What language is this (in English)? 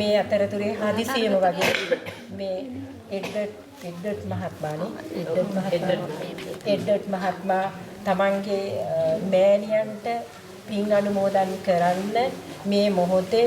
Sinhala